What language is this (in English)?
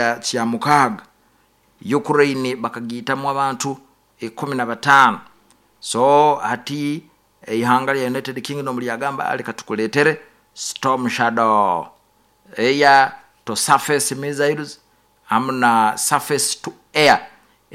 Nyoro